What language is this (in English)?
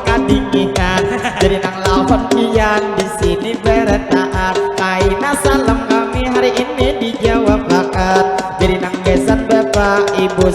Banjar